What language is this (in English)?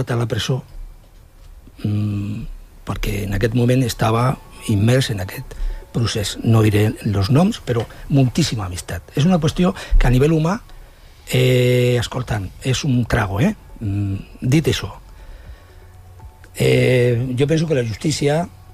Catalan